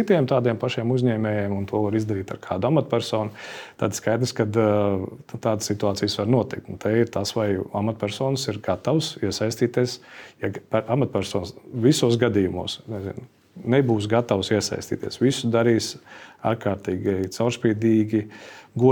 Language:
Latvian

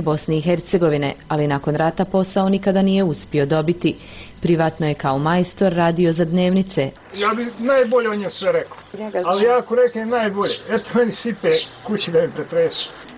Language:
Bosnian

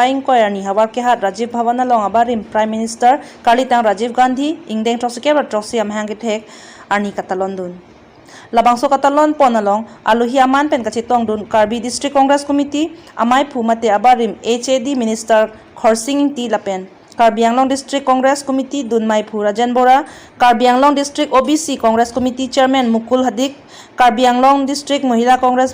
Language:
Karbi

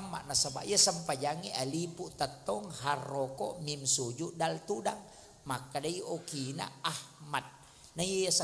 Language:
Buginese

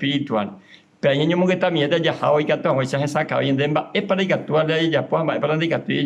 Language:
Guarani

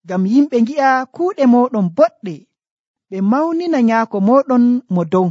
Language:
Nigerian Fulfulde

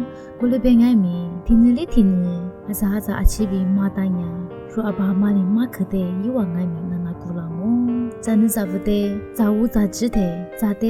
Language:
Lisu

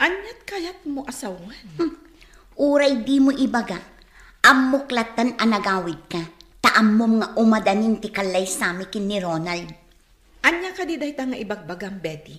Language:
Iloko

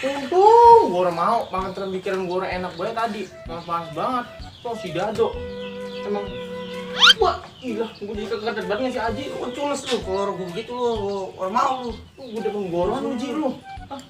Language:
Betawi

